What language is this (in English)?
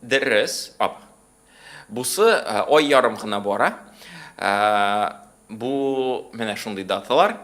Tatar